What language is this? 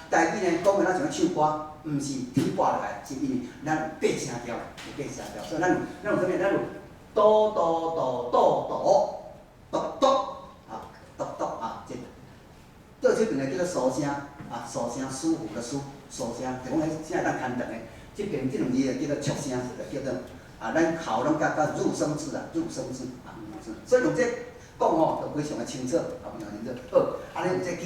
Min Nan Chinese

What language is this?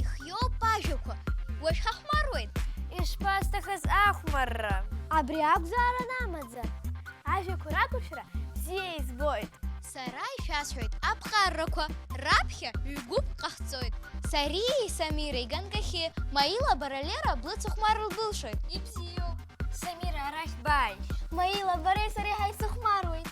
Abkhazian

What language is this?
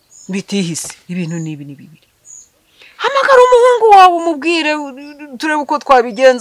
Kinyarwanda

